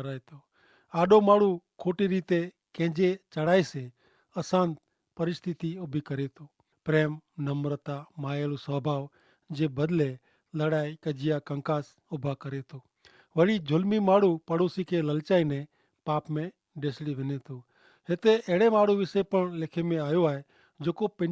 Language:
Kachhi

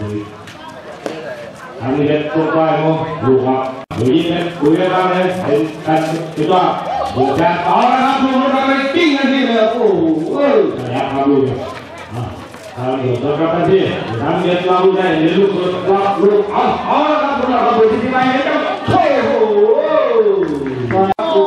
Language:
Thai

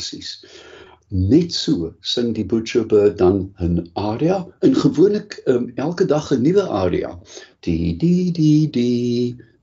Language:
Afrikaans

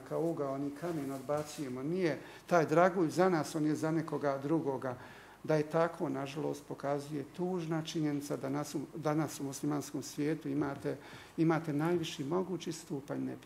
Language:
Bosnian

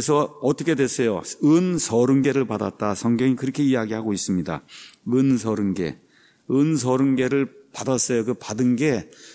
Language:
Korean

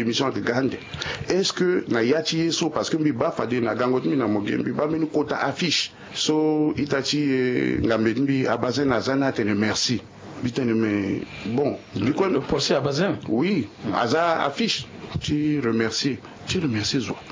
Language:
Sango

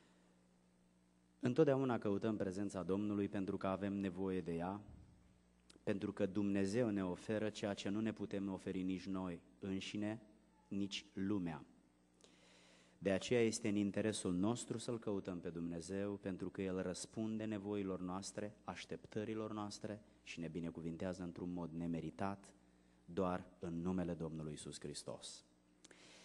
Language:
Romanian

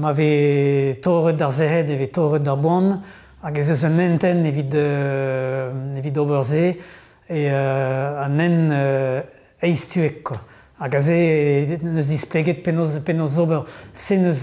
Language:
Breton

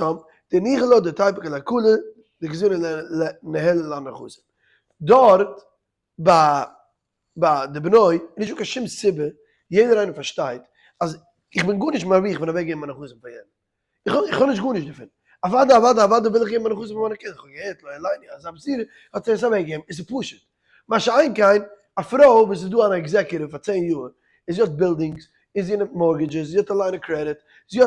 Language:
Yiddish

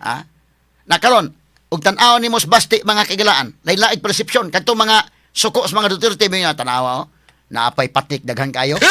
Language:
Cebuano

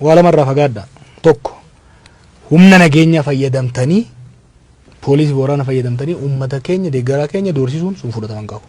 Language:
Oromo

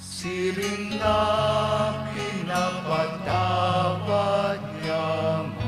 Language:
Bikol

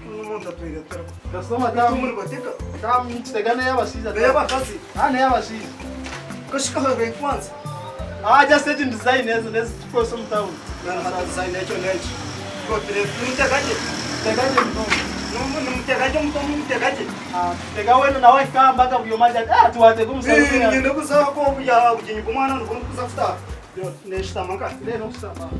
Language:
Nyankole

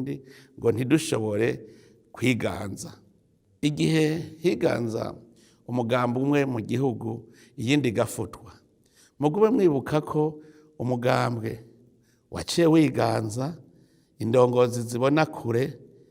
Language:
Rundi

